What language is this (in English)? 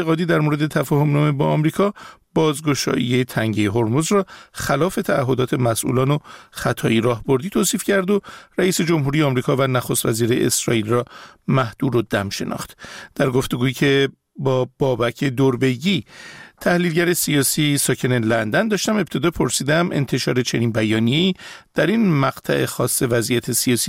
Persian